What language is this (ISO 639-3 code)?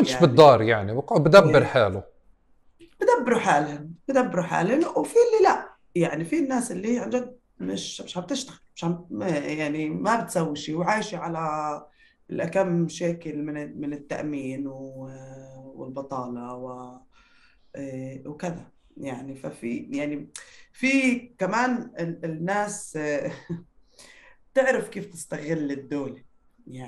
apc